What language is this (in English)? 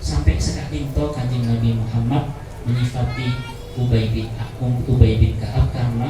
Madurese